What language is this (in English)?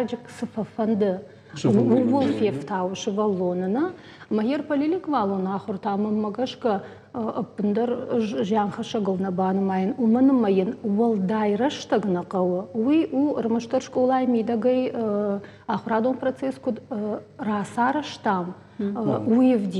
Ossetic